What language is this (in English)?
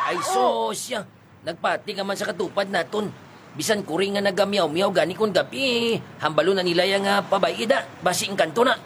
Hiligaynon